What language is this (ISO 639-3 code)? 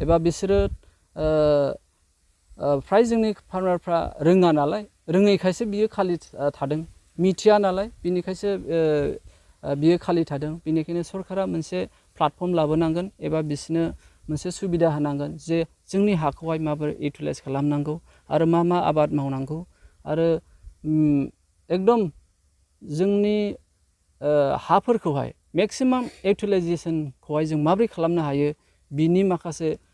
brx